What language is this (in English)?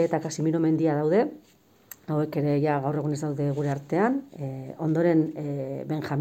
Basque